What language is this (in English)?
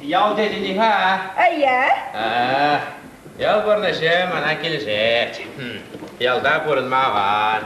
Chuvash